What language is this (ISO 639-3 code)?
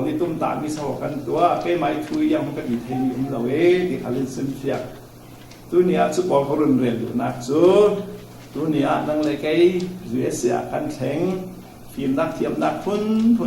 cfm